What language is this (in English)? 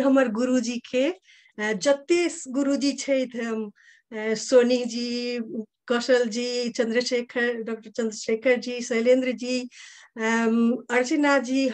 Maithili